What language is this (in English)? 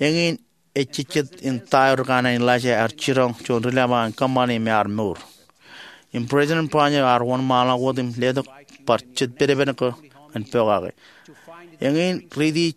Marshallese